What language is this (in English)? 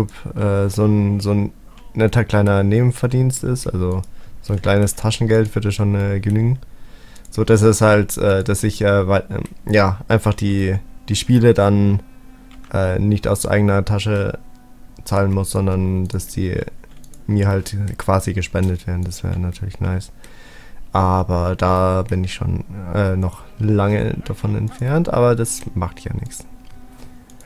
German